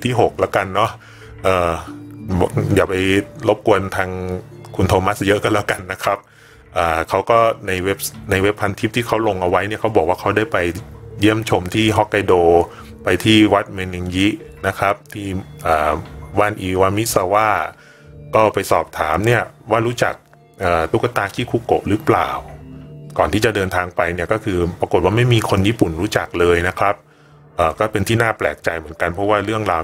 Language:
Thai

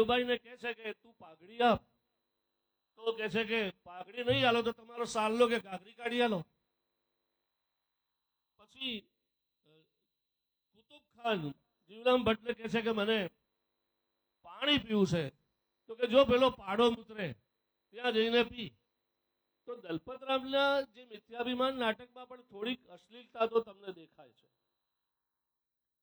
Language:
Gujarati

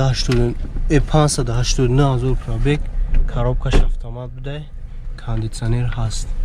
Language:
Tajik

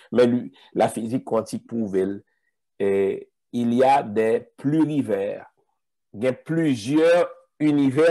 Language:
French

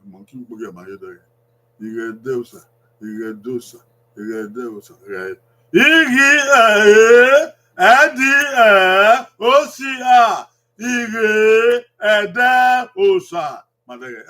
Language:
Bini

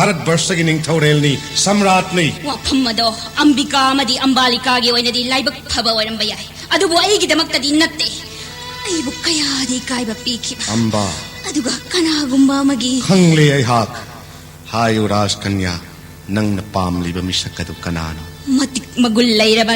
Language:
Manipuri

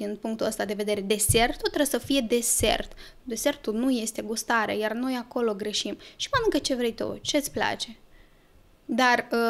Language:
Romanian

